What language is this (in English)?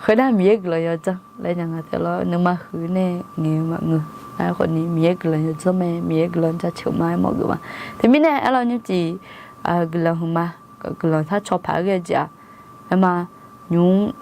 Akha